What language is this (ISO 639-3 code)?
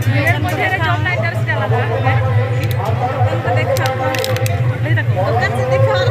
sat